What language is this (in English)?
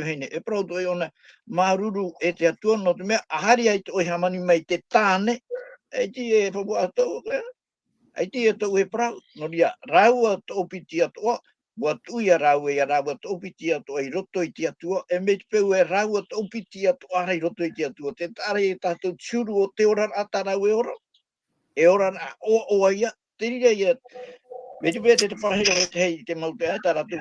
Tahitian